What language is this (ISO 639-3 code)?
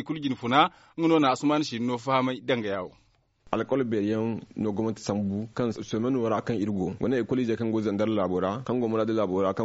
dje